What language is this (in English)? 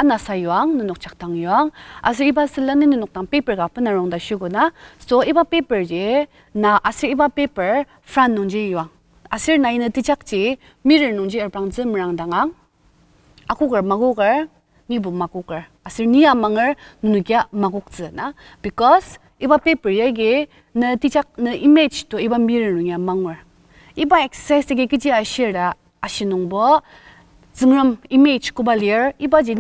Ao Naga